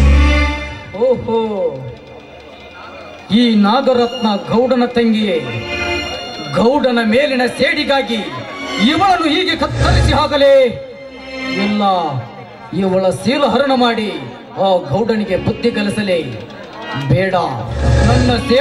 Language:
Kannada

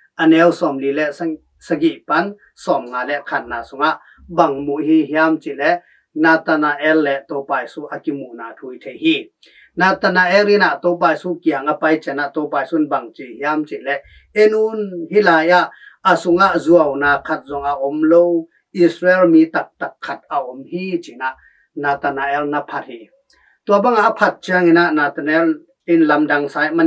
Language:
Tedim Chin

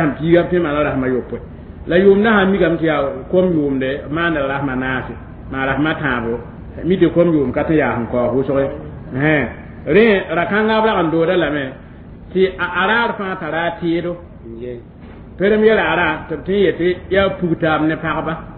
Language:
Mossi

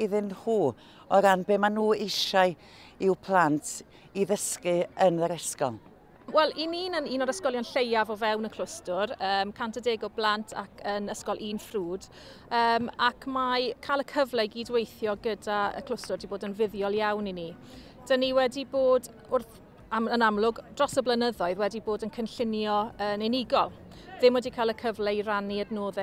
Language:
Welsh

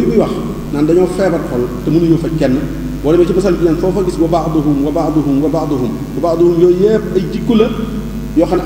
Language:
Wolof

